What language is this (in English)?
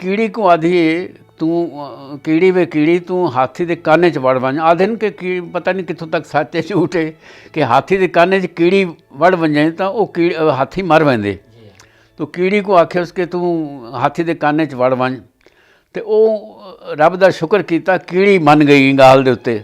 Saraiki